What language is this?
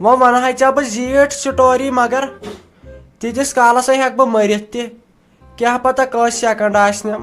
Kashmiri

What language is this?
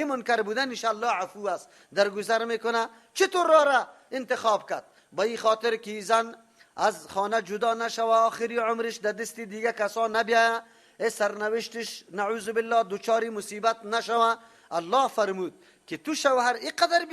Persian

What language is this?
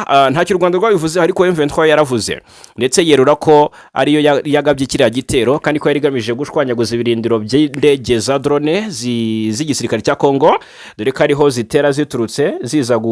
Kinyarwanda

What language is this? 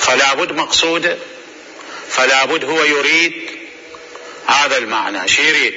Mesopotamian Arabic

